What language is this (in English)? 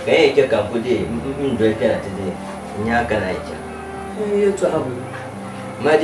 Dagbani